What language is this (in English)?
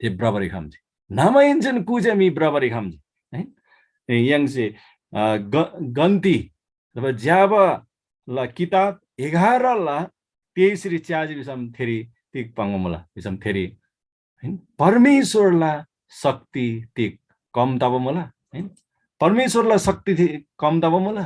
Eastern Tamang